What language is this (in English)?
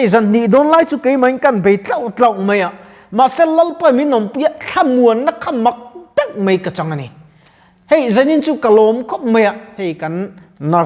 Mizo